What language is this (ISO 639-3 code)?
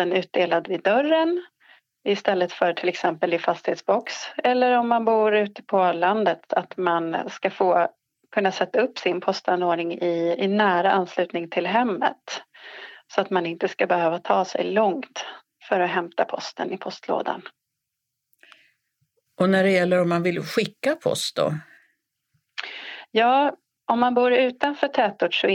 swe